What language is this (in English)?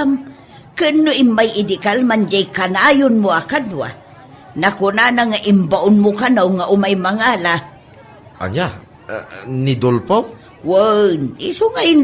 Iloko